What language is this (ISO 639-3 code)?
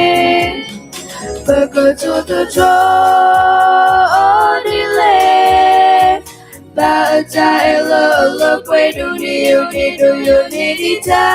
ksw